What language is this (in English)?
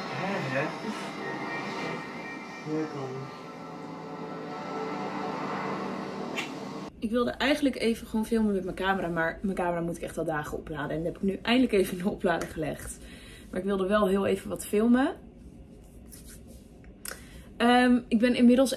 Dutch